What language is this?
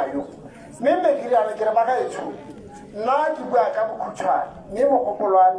Tswana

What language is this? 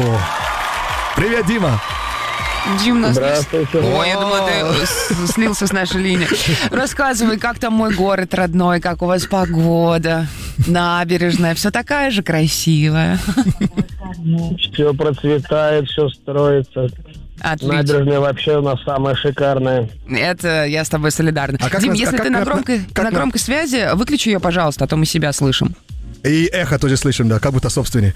Russian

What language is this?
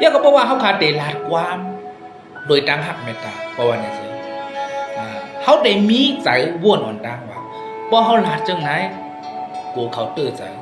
Shan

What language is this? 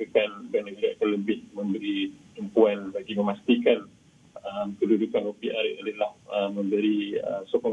Malay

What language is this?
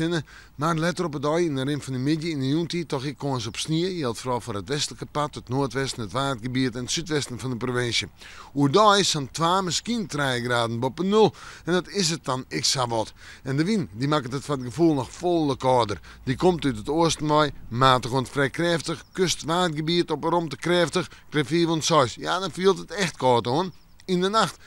Western Frisian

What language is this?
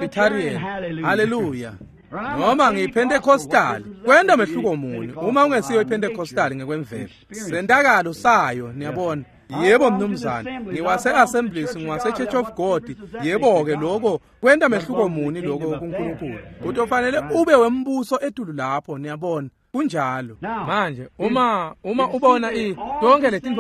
Swati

